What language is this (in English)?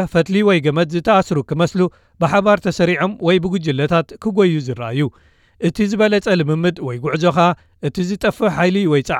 Tigrinya